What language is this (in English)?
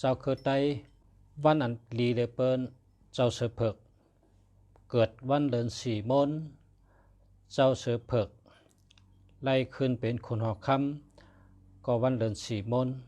Shan